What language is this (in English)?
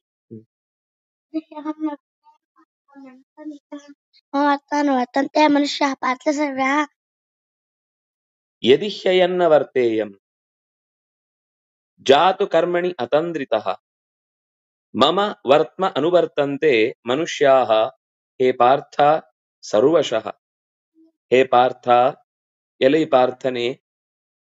Kannada